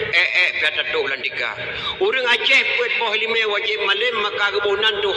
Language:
Achinese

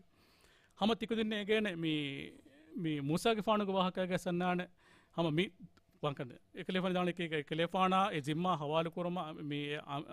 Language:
Divehi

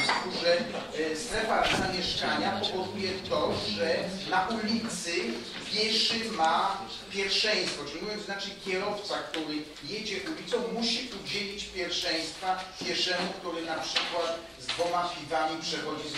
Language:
Polish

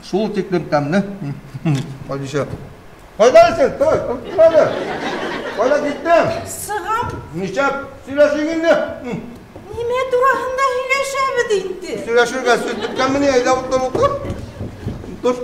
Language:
Bashkir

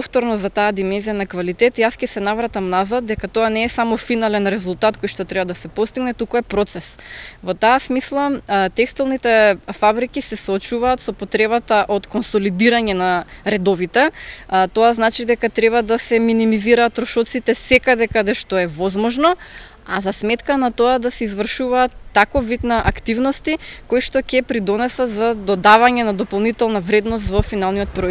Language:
Macedonian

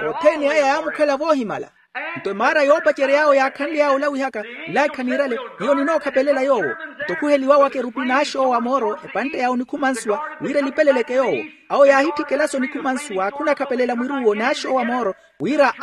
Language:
Makhuwa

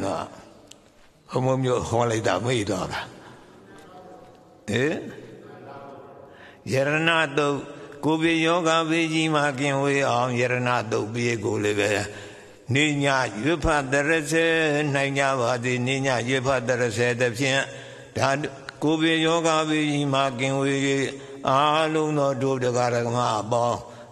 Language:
Burmese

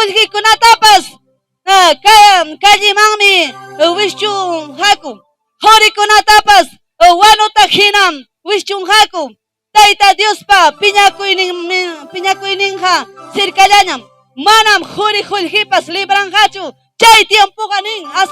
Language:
Ayacucho Quechua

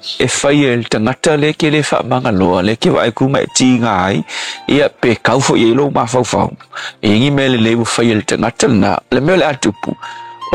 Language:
Samoan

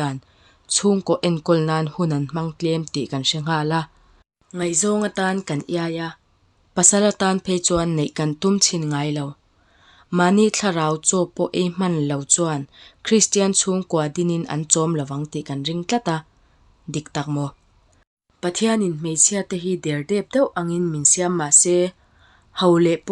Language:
Mizo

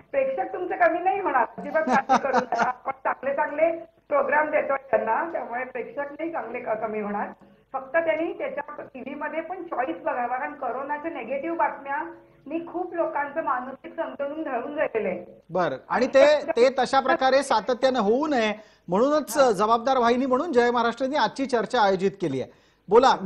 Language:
Marathi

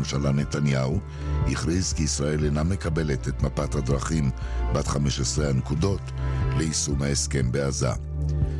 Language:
Hebrew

